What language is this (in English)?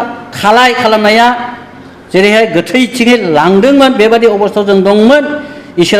Bodo